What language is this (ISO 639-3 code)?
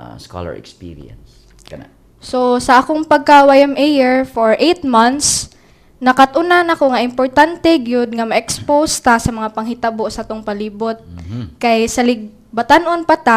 ceb